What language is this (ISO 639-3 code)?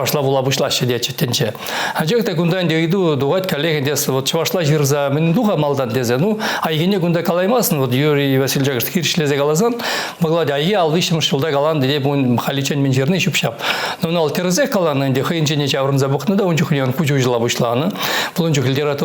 chv